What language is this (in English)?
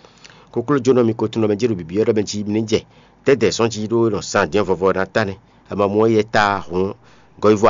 Fon